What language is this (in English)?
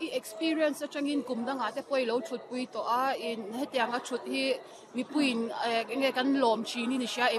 Mizo